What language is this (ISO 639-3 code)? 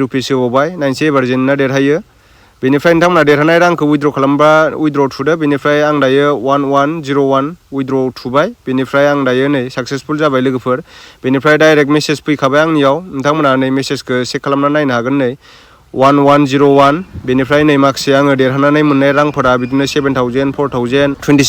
brx